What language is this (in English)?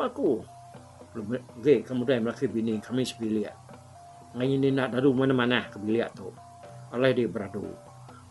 Iban